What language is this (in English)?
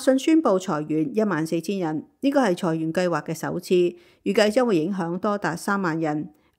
Cantonese